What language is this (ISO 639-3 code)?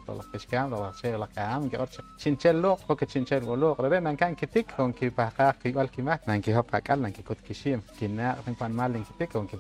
poh